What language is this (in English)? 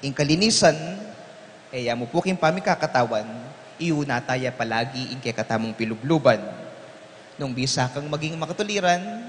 Pampanga